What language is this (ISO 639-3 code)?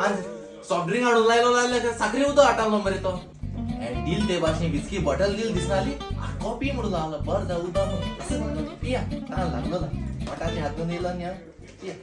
kok